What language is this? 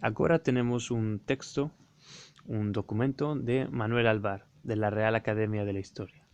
Ladino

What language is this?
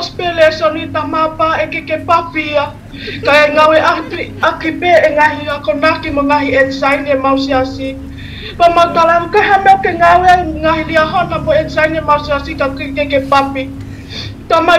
Tongan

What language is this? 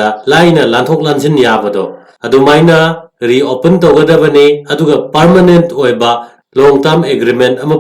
Manipuri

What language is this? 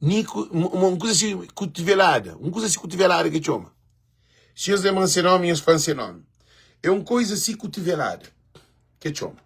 Kabuverdianu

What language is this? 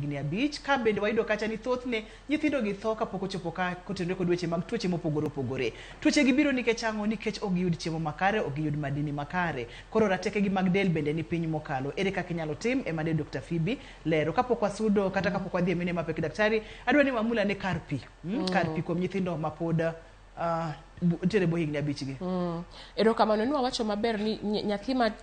Luo (Kenya and Tanzania)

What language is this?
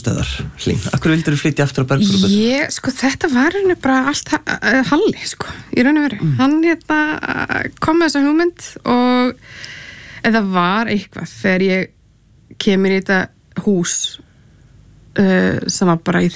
Icelandic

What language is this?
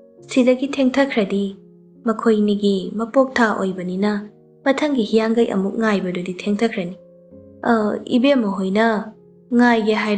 Manipuri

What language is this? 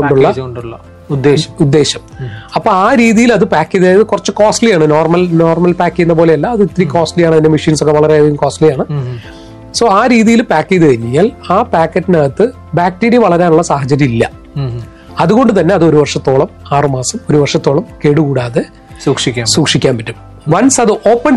Malayalam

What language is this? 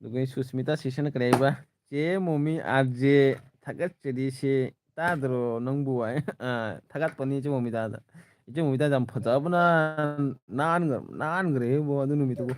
Manipuri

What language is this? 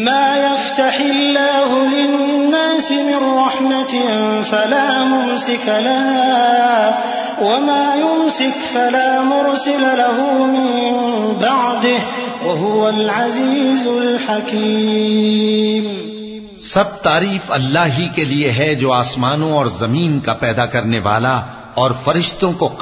Urdu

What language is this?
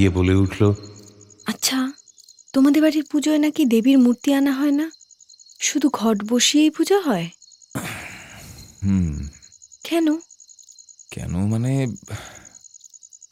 Bangla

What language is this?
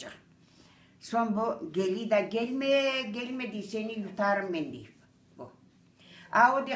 Crimean Tatar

